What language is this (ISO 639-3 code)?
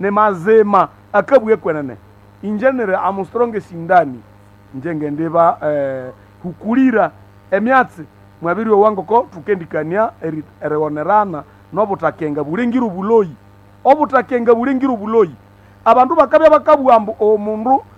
nnb